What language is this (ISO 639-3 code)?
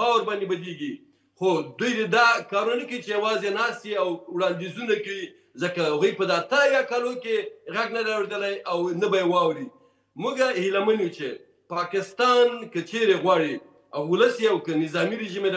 pus